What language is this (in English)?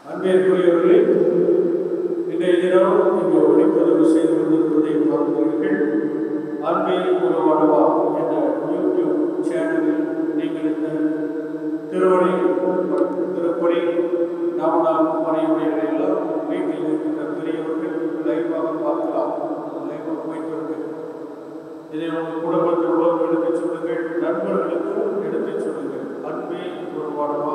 Tamil